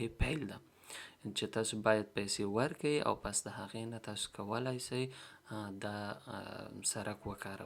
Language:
Pashto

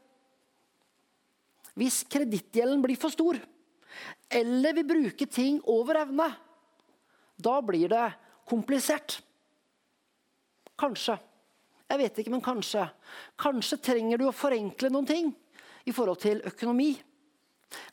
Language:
Norwegian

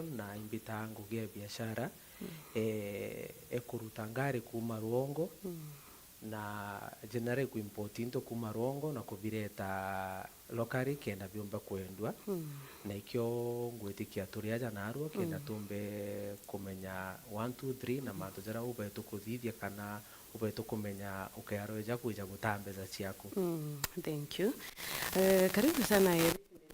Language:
Meru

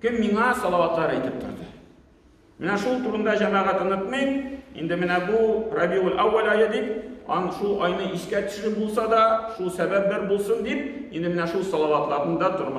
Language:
Tatar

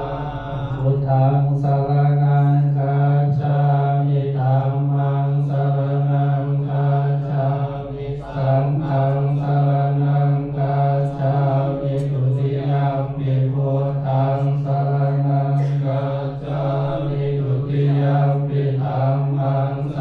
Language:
Pali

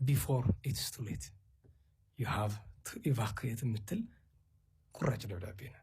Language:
Amharic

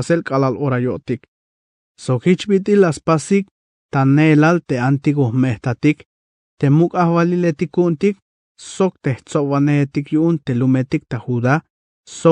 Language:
Tzeltal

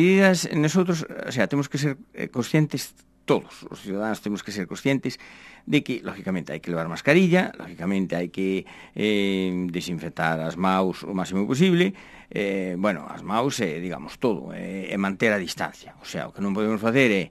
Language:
Galician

